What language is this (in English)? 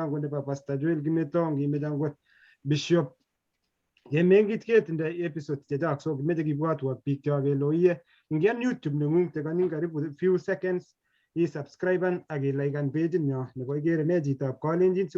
Kalenjin